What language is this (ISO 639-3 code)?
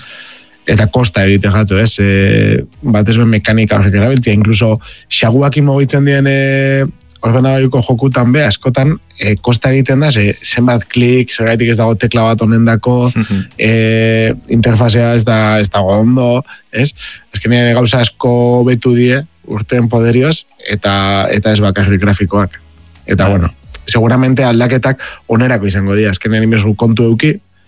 eus